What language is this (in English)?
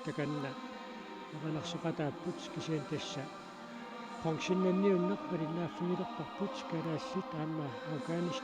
Kalaallisut